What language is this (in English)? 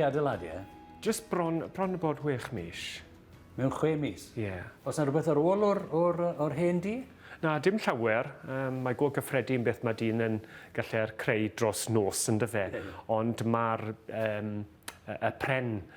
Welsh